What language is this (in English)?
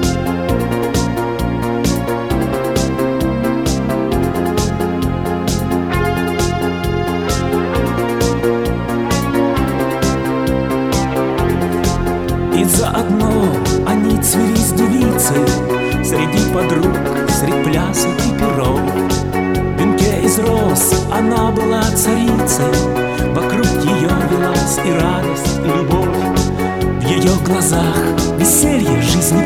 Russian